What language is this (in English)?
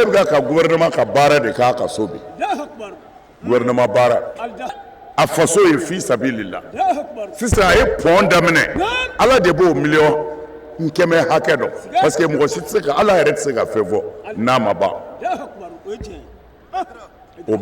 Bambara